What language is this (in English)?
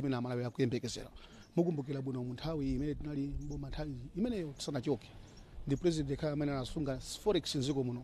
Nyanja